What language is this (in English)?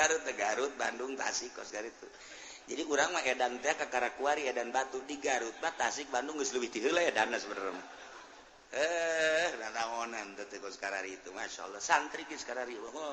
Sundanese